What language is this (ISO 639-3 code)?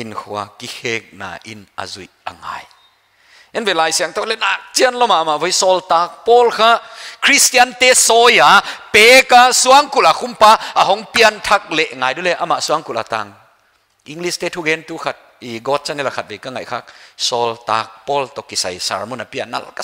pck